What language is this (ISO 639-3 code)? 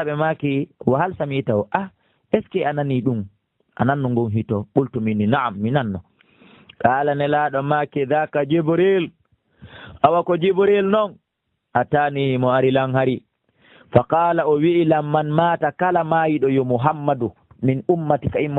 ful